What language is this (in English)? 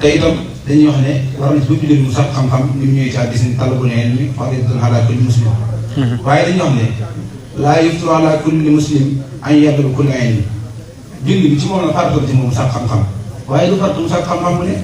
Wolof